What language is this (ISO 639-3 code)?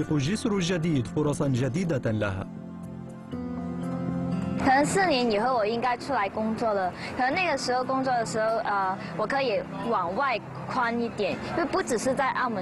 ara